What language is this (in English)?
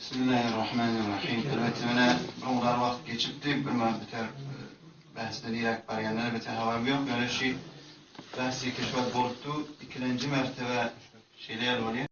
Turkmen